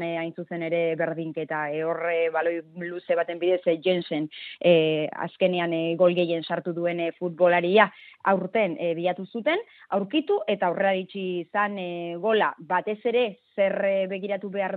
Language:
Basque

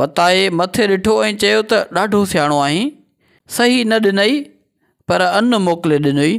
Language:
Sindhi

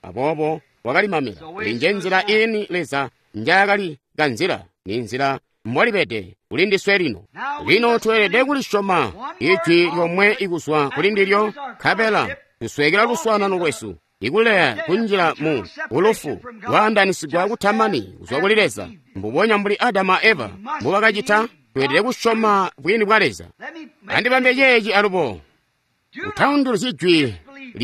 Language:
Tonga (Zambia)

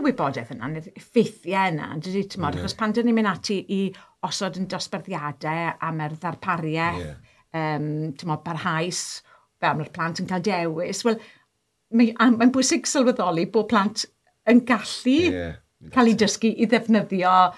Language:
Welsh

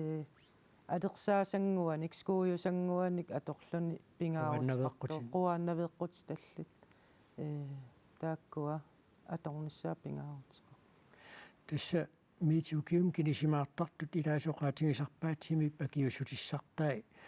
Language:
Kalaallisut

